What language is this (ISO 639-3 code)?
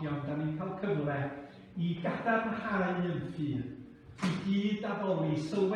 cym